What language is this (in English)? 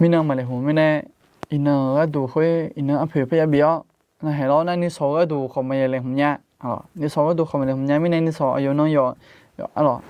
Akha